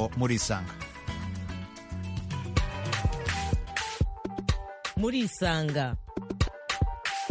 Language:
Kinyarwanda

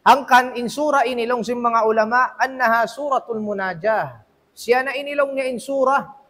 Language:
Tausug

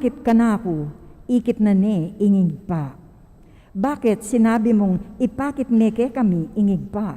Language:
Pampanga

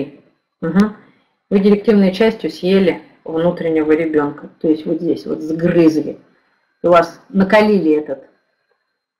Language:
Russian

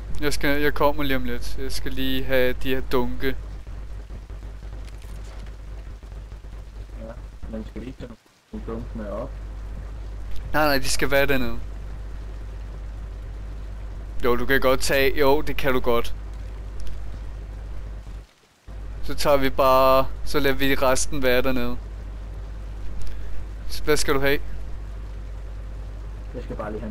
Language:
Danish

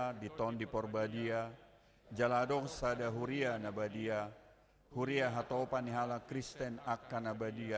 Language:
Batak Toba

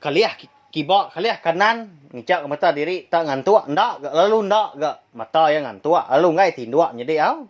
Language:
Iban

